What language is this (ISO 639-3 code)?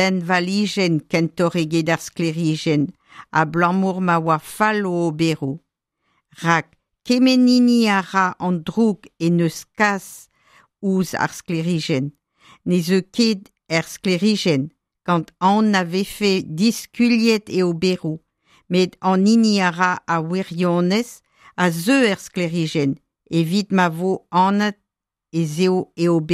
bre